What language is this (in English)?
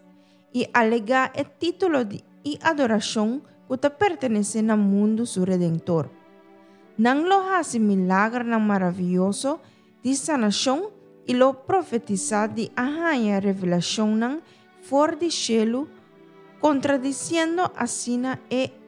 Papiamento